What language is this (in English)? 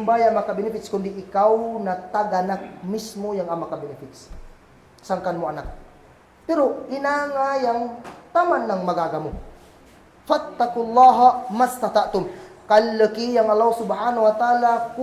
Kagan Kalagan